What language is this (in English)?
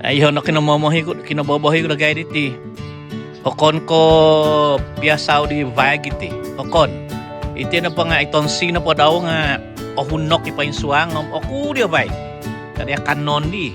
Central Dusun